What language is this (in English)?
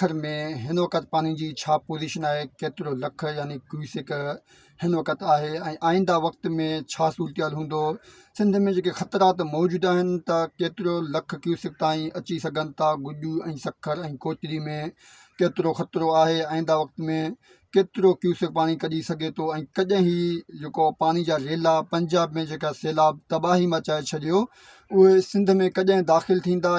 Sindhi